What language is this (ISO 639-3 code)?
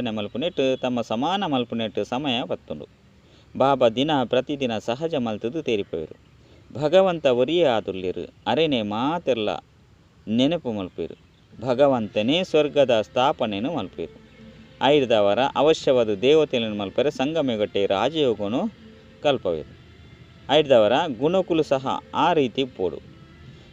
tcy